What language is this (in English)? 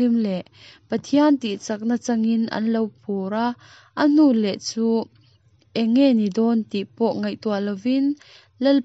Mizo